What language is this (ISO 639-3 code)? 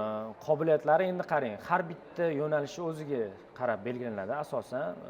uzb